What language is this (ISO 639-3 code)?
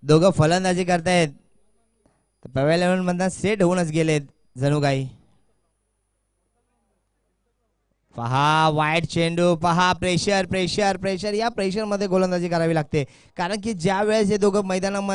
mar